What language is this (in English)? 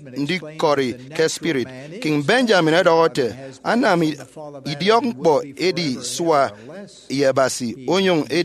Efik